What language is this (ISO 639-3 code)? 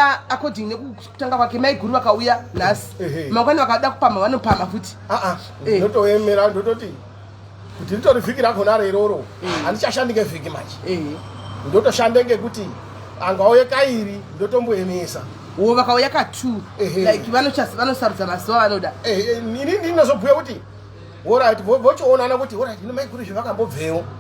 sna